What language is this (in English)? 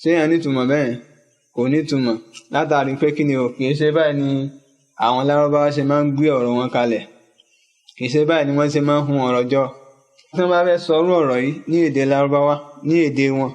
Yoruba